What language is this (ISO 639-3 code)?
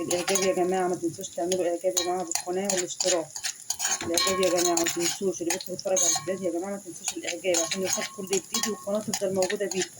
arz